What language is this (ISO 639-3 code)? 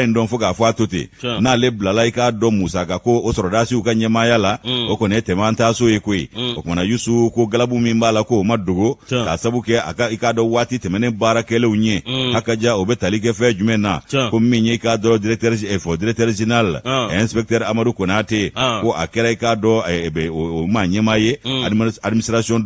bam